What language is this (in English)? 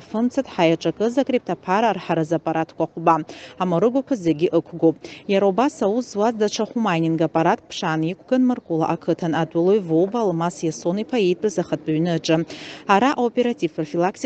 Abkhazian